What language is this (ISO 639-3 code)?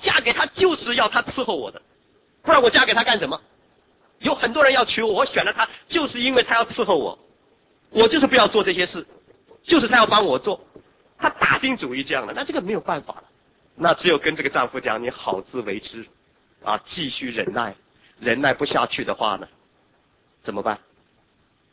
zho